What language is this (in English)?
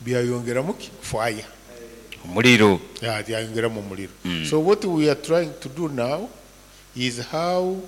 Nyankole